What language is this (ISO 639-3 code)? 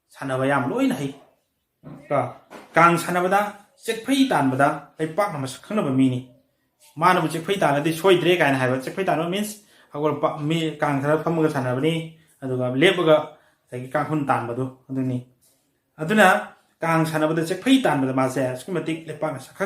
mni